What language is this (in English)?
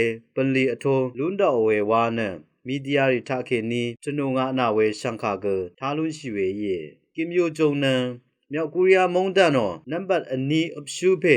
Rawang